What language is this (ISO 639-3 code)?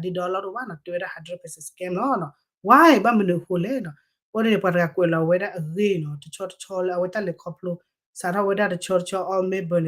ksw